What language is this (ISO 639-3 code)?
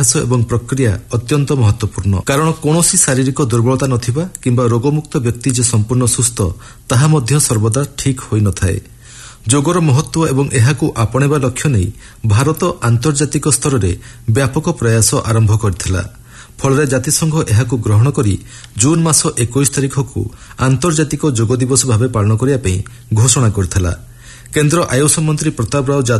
ori